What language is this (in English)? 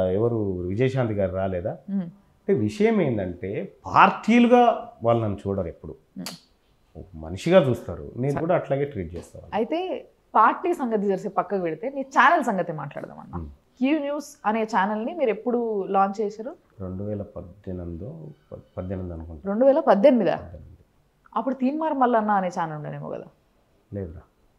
Telugu